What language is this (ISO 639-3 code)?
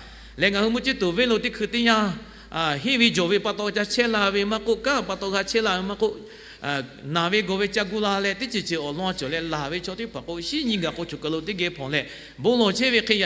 lhu